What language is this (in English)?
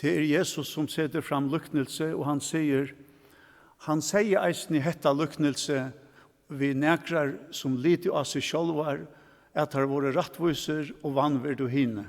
Faroese